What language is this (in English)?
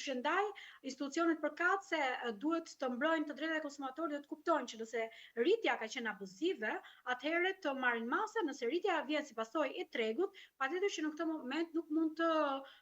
Albanian